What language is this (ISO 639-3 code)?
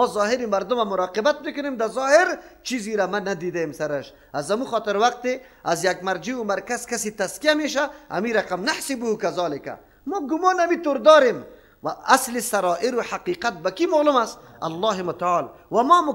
fas